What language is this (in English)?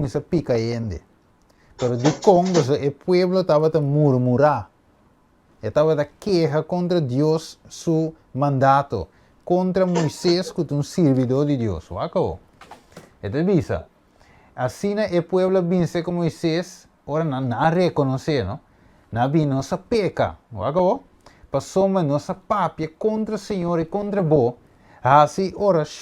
Papiamento